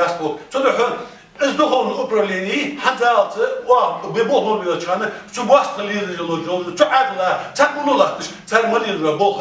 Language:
Ingush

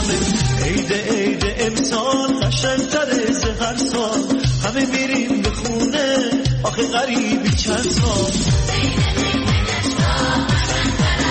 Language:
Persian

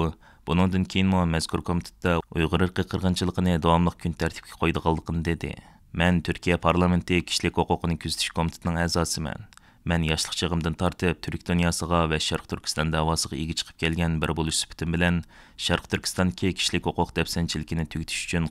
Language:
Uyghur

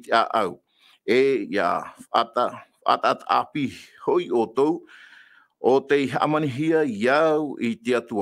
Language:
Tahitian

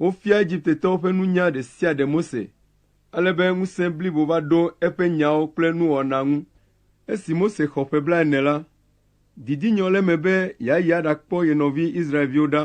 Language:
Ewe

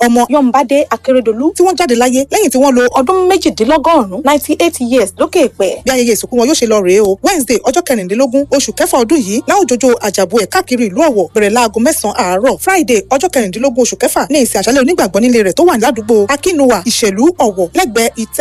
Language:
Yoruba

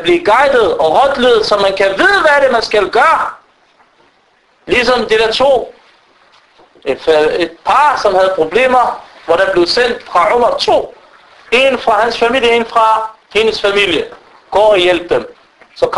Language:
Danish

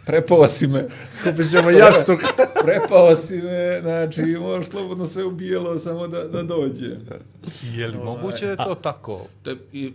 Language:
Bosnian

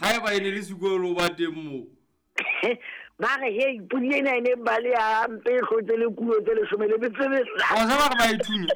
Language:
Southern Sotho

